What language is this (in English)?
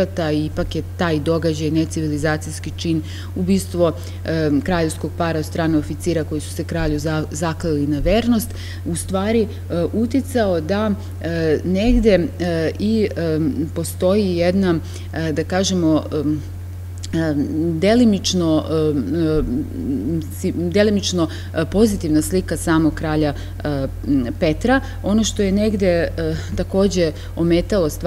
Serbian